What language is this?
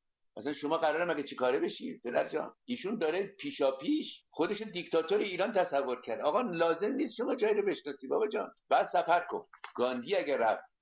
Persian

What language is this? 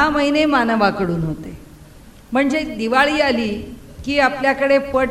Marathi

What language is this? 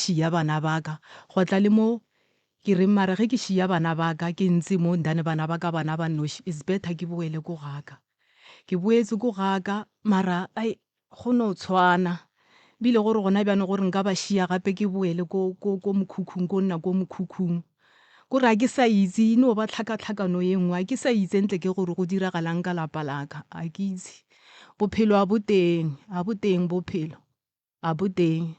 Northern Sotho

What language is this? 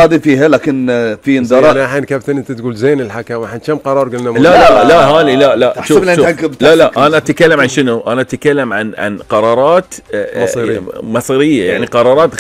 Gulf Arabic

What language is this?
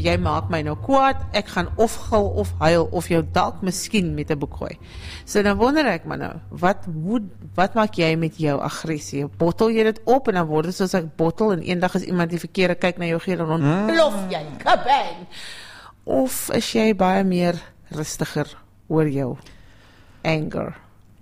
Afrikaans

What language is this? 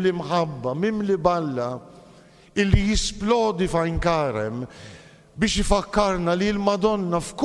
Maltese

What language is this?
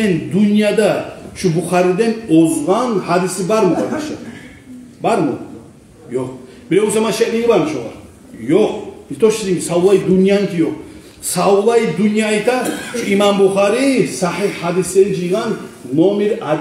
Kumyk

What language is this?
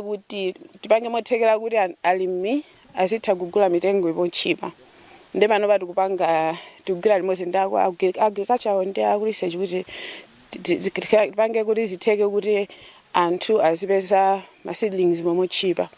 Nyanja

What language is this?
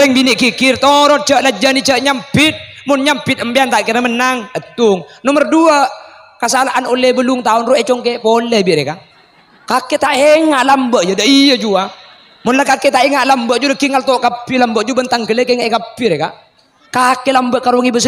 Madurese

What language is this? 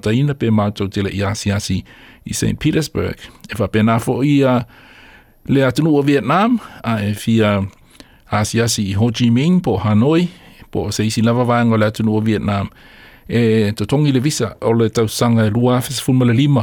Samoan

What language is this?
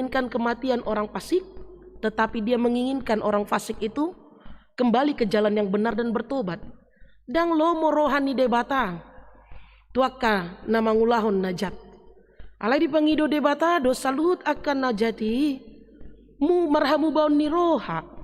Batak Toba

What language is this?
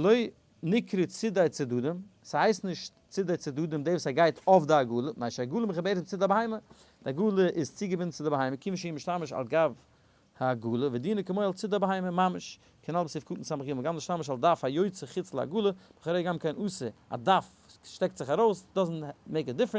Yiddish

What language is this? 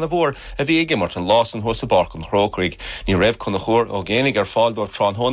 Irish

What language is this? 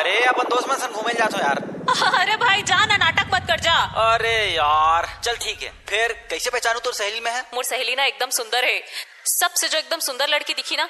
Chhattisgarhi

